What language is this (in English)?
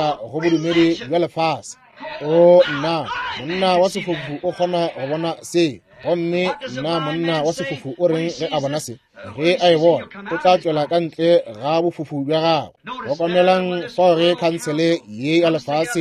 Northern Sotho